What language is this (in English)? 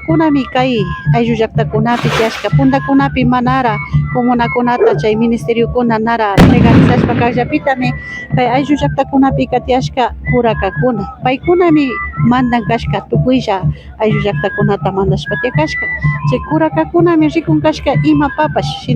Imbabura Highland Quichua